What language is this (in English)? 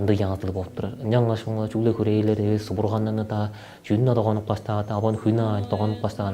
Tuvinian